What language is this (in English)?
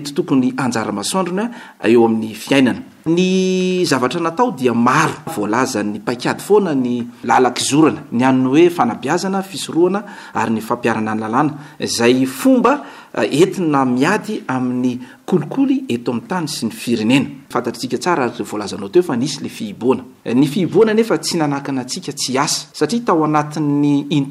Malagasy